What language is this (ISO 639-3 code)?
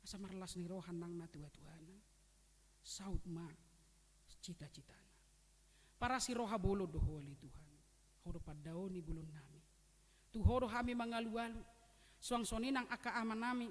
bbc